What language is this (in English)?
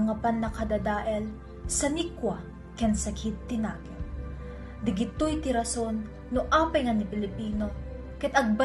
Iloko